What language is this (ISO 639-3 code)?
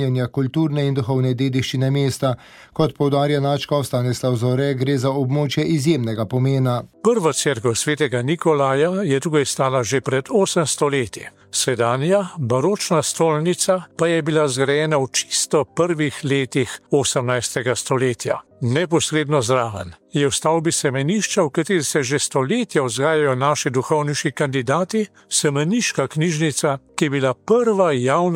slv